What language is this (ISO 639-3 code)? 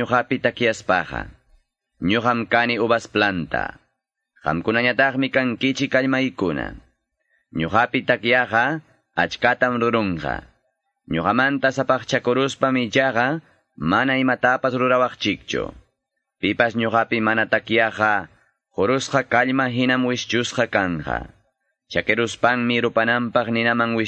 que